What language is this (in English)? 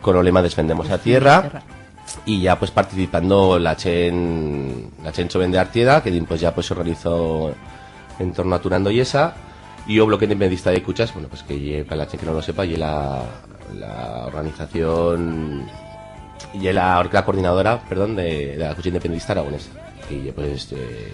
Aragonese